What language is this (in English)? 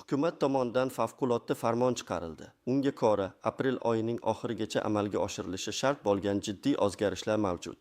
Uzbek